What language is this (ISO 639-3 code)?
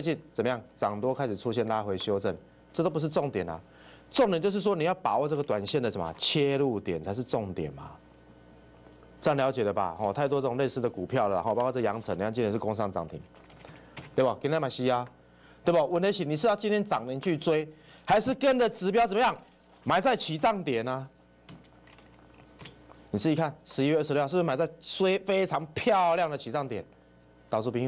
zho